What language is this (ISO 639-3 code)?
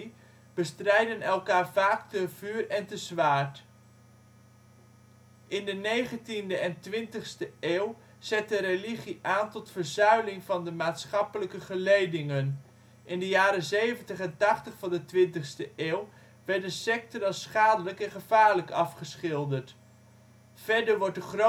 nld